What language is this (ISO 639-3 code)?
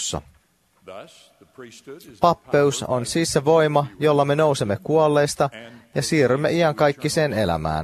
fin